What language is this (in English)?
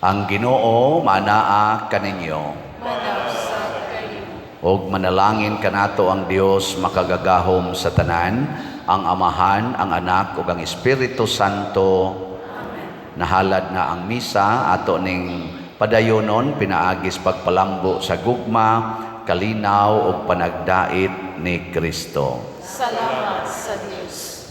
Cebuano